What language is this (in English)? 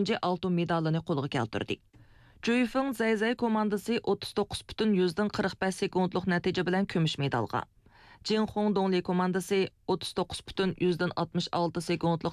Uyghur